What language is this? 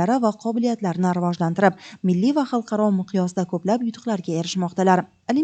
Uzbek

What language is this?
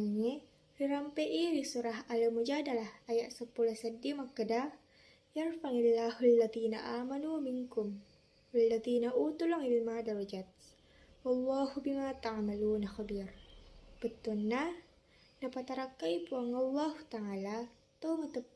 Buginese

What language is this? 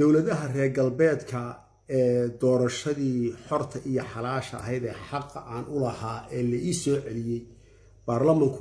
Somali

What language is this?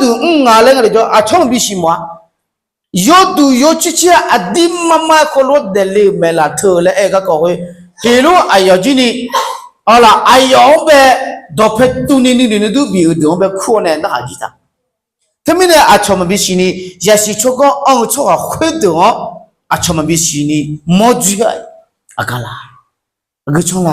Akha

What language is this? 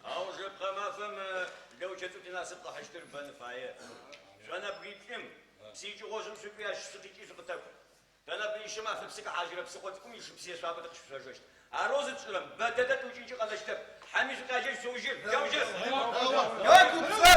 Adyghe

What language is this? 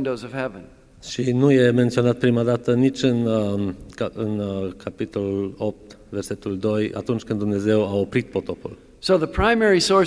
Romanian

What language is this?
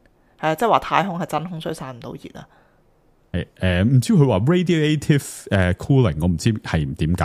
Cantonese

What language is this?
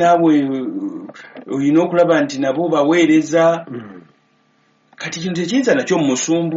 Ganda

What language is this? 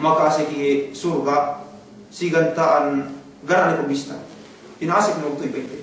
Yakan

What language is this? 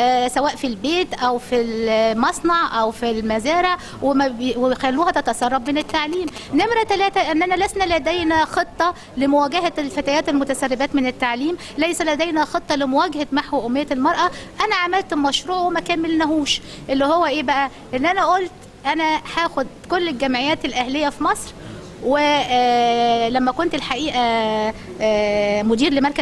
Egyptian Arabic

